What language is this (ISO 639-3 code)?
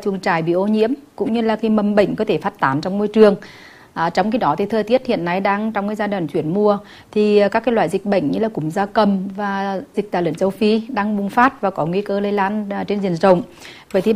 vie